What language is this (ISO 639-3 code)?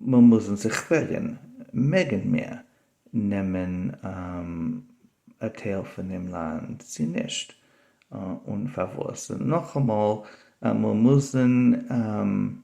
yid